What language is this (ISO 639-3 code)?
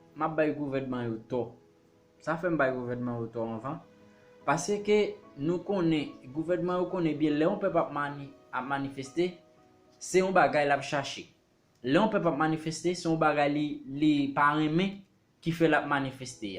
hat